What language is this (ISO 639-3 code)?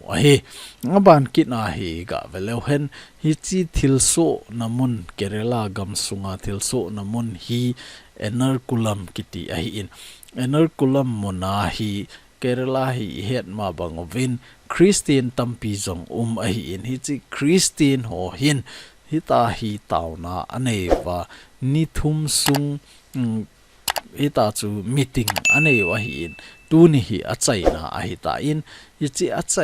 tcz